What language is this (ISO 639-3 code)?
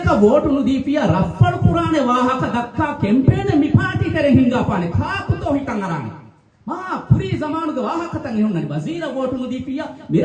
div